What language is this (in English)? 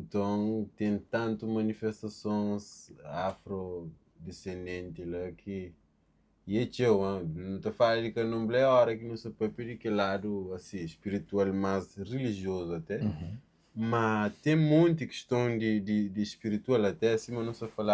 Kabuverdianu